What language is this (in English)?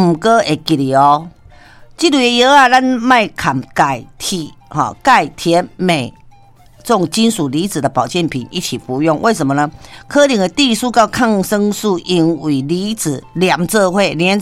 Min Nan Chinese